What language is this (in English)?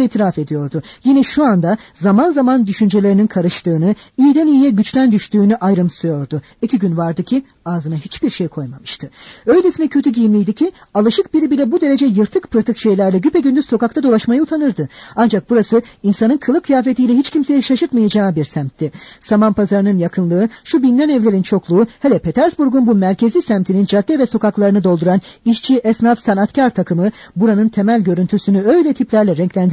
Turkish